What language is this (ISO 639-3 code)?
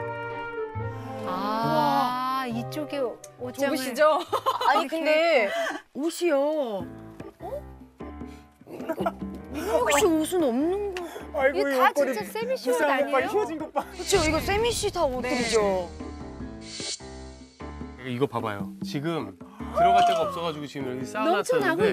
kor